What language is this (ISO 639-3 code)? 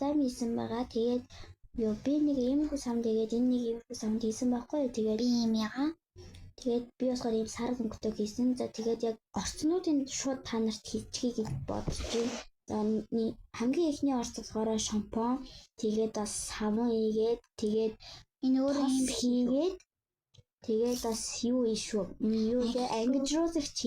mon